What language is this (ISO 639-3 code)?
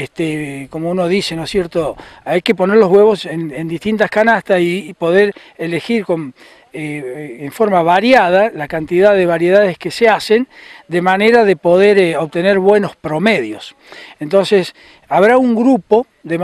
spa